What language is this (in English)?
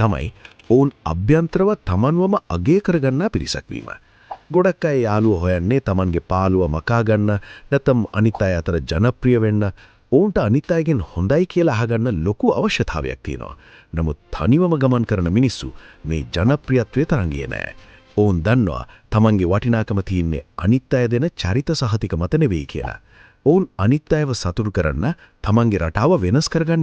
Sinhala